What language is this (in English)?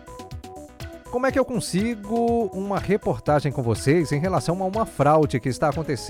Portuguese